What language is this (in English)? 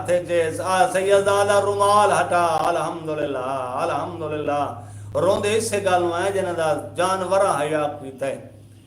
Saraiki